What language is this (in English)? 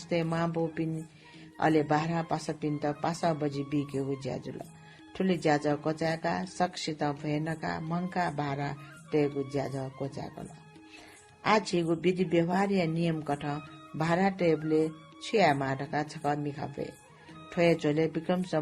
Newari